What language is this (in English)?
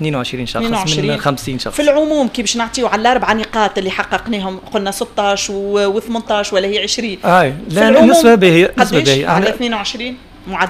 Tunisian Arabic